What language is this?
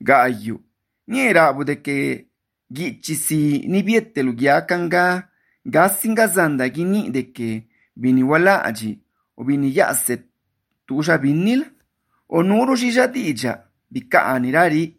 Croatian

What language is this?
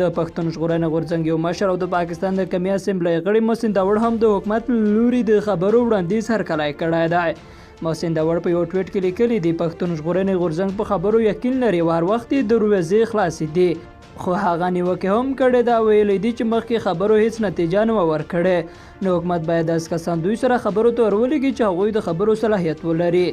Pashto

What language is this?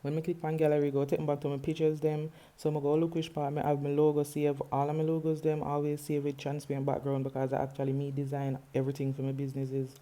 Jamaican Creole English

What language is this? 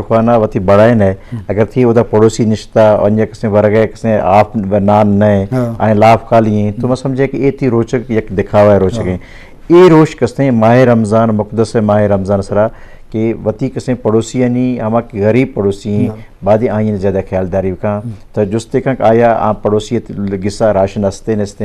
Eastern Balochi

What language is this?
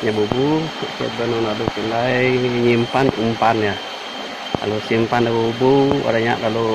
Iban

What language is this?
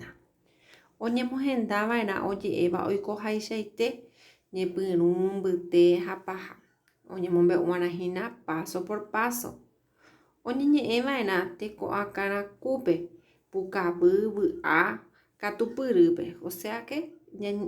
Guarani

